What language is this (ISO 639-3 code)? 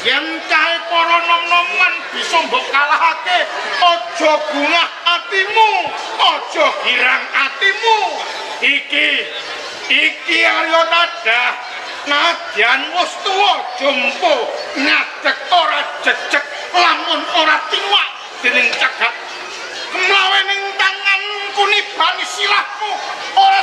jav